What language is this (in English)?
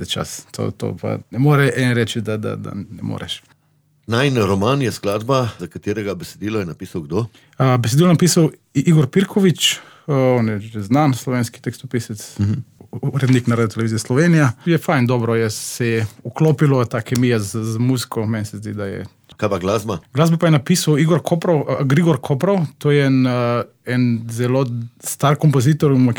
Slovenian